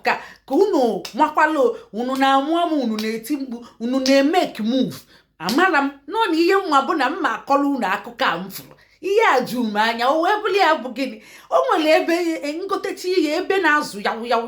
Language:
Igbo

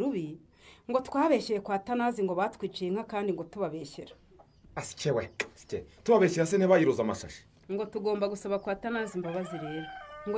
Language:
Rundi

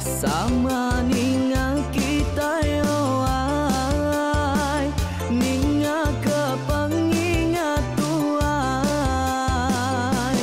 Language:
Iban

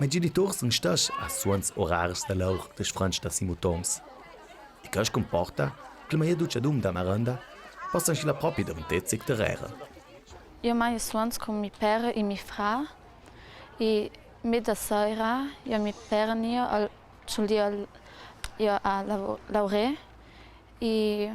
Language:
Ladin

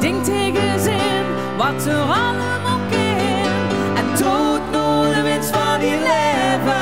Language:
Limburgish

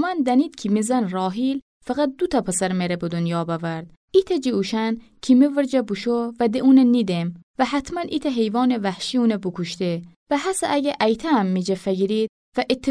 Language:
Gilaki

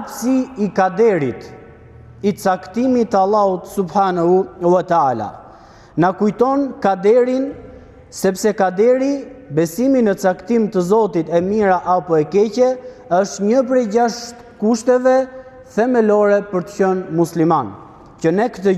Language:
Albanian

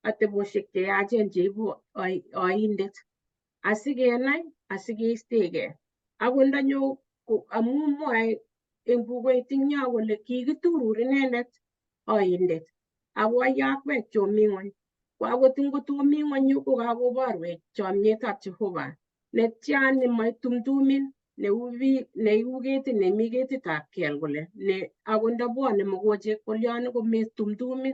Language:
Kalenjin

